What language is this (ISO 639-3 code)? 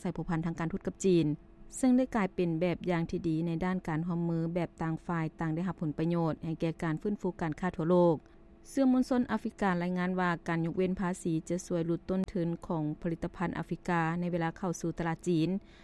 lao